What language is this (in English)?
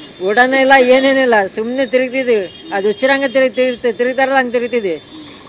Kannada